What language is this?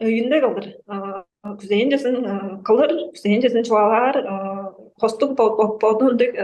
Tuvinian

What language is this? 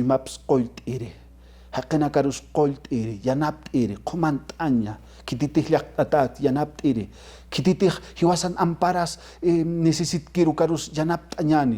Aymara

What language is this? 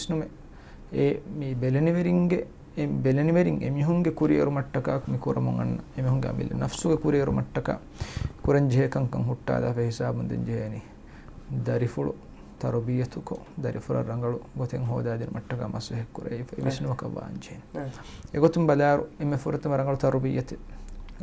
Divehi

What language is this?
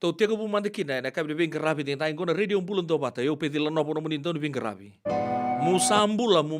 Fijian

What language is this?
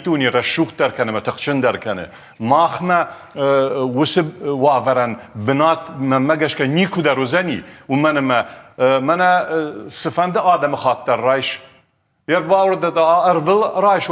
Ossetic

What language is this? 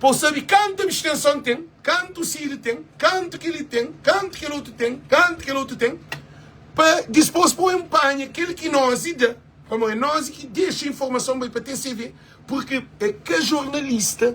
Kabuverdianu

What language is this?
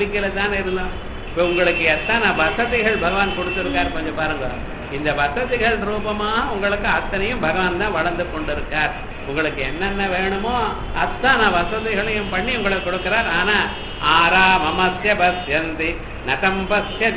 Tamil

